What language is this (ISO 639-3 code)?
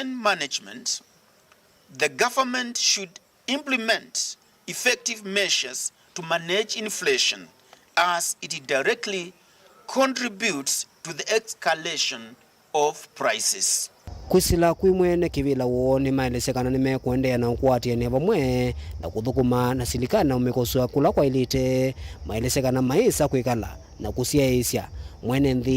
kam